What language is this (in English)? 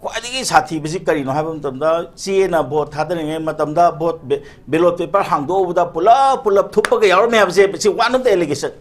Manipuri